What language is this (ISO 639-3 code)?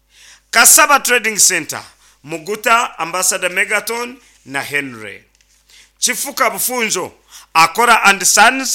nyn